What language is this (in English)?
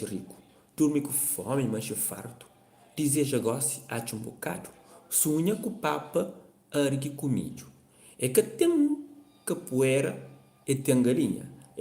Kabuverdianu